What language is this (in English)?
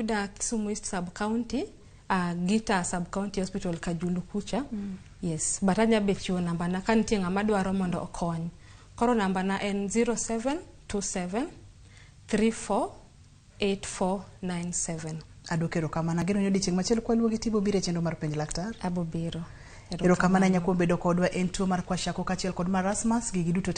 Luo (Kenya and Tanzania)